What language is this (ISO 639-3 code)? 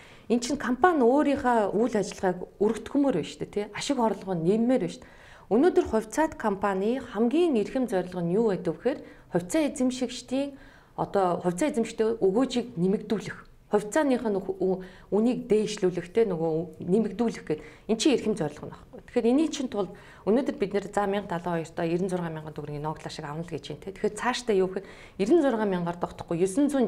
mon